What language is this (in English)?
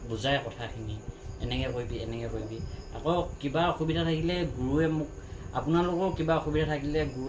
Assamese